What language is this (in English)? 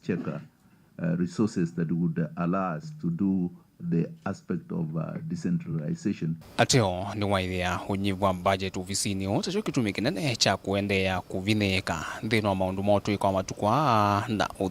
Kamba